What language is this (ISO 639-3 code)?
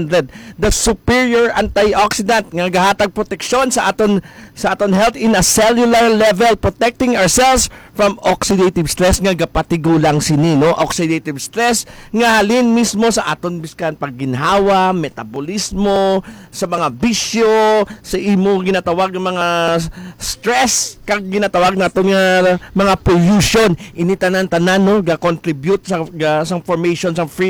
hil